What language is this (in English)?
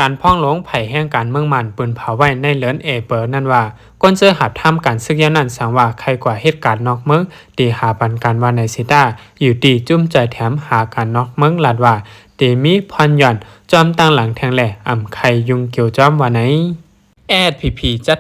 Shan